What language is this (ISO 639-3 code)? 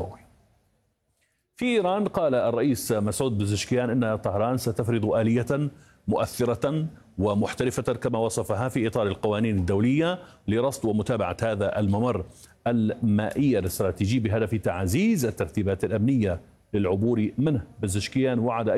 ara